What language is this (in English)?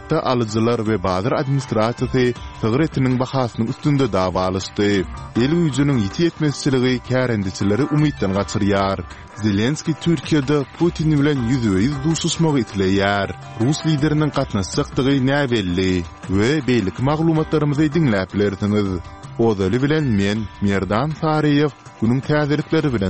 Turkmen